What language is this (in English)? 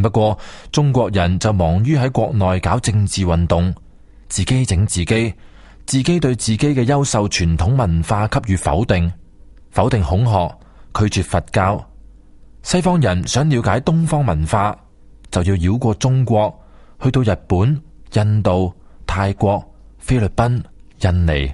Cantonese